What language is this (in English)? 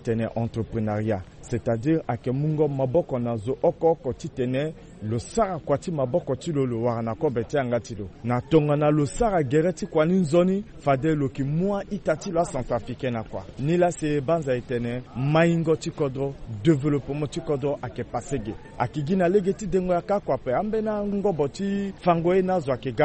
Sango